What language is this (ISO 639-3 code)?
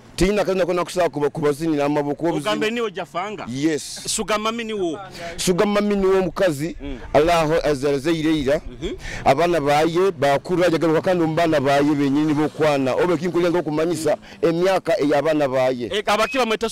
nyo